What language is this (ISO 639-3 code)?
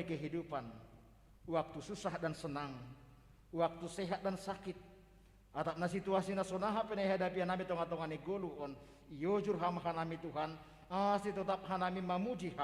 bts